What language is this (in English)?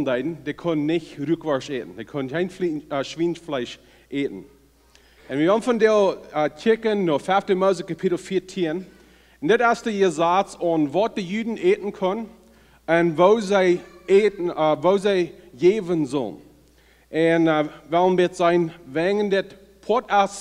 Plautdietsch